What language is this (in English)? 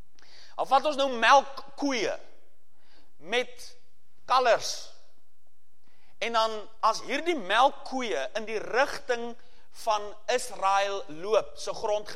Afrikaans